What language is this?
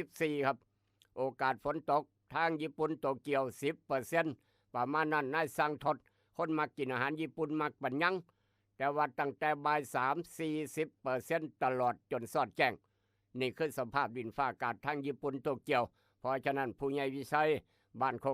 Northeastern Thai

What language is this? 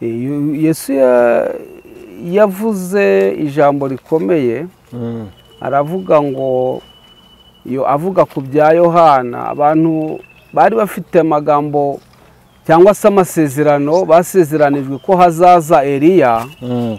Kinyarwanda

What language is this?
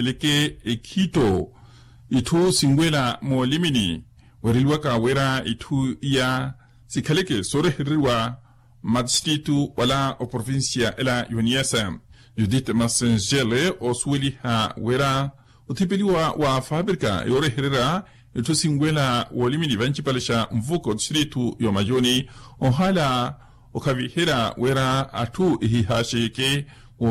Makhuwa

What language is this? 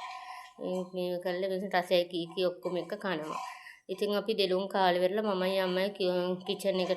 Sinhala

